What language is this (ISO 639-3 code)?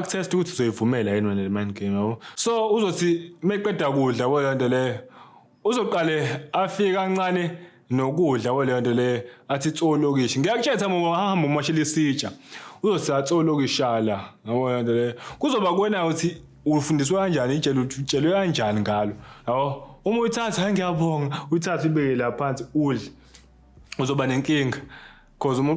zul